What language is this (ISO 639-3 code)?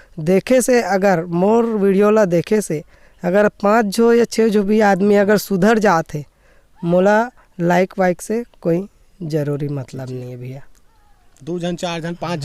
hne